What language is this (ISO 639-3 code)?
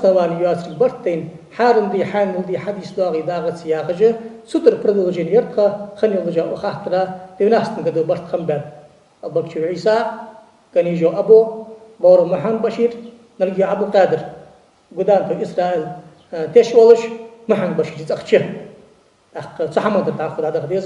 inh